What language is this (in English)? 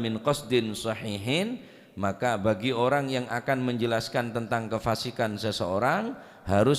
Madurese